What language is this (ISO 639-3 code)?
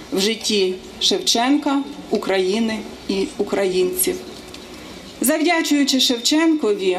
ukr